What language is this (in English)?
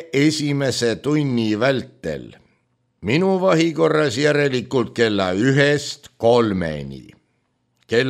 Estonian